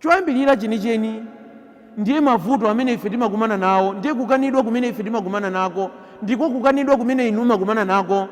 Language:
Nyanja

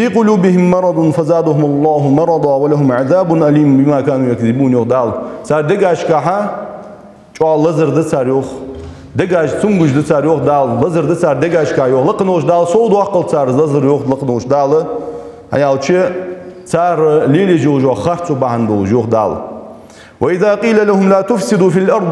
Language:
Ingush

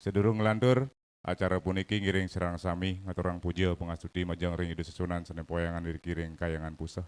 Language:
Balinese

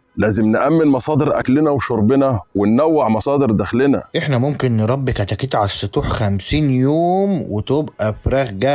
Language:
Egyptian Arabic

